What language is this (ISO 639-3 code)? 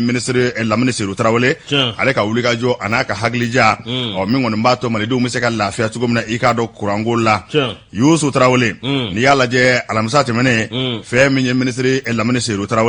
bam